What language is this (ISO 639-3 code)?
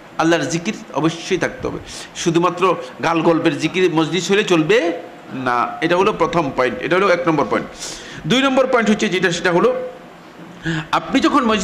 ben